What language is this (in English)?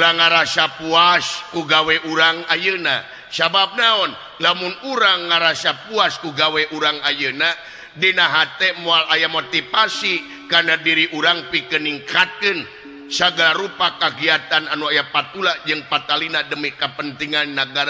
Sundanese